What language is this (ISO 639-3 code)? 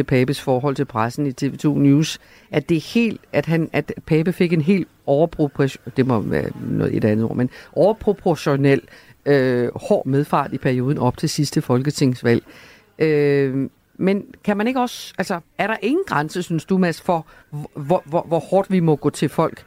dan